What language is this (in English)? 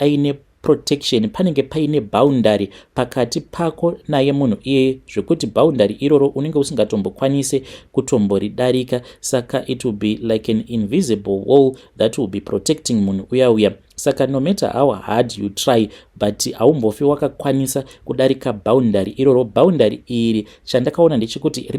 Shona